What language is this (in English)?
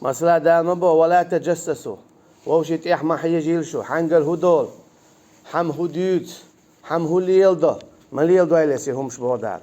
Chechen